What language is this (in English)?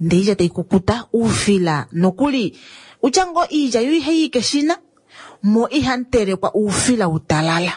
Kuanyama